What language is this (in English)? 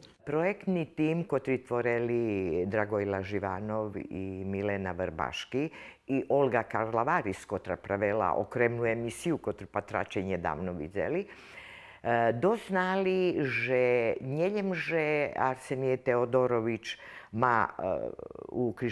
Rusyn